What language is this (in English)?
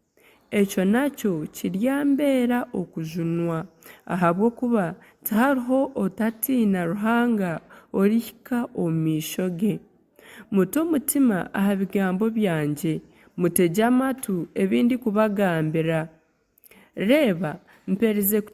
Nyankole